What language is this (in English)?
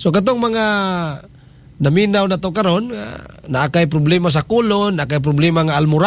Cebuano